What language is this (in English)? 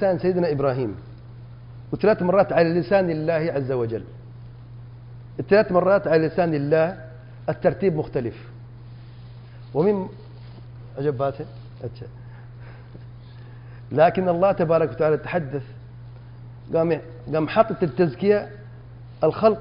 Urdu